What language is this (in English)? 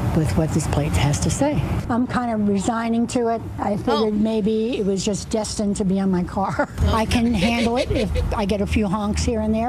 English